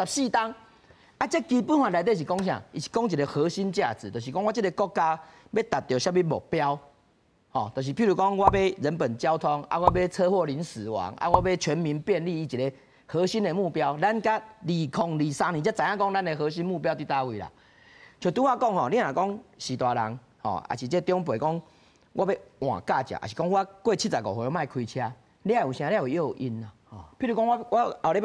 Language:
Min Nan Chinese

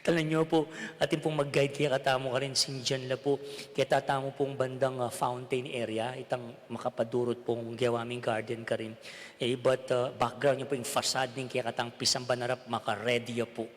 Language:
Pampanga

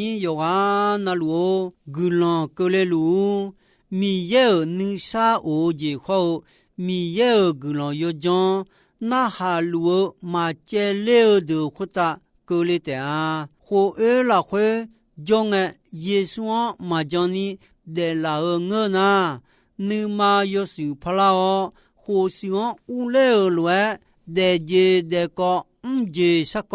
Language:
Akha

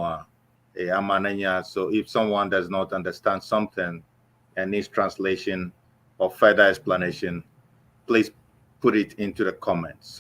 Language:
Ewe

